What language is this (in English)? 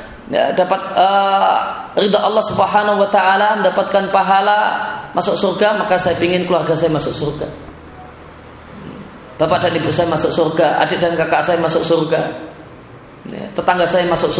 Indonesian